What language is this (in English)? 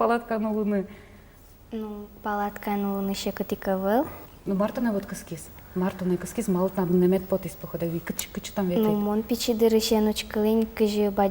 Udmurt